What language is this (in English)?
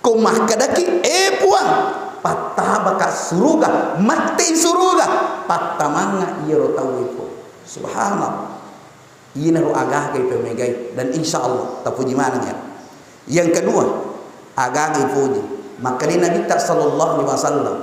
Buginese